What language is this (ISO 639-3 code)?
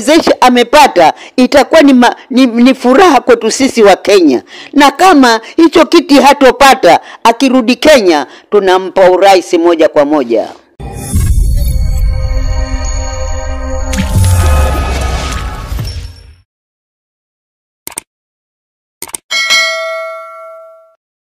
swa